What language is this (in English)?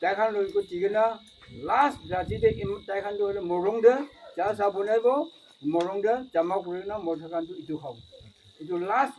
Naga Pidgin